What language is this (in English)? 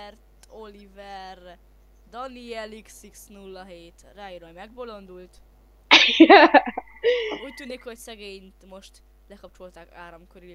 Hungarian